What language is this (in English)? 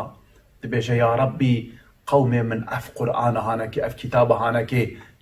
Kurdish